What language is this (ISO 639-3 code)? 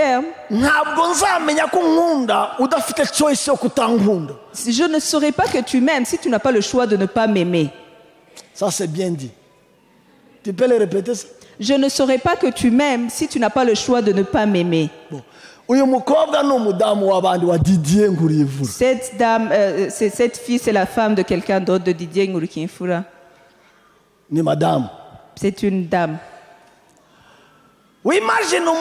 kin